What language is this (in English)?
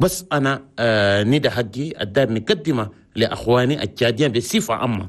Chadian Arabic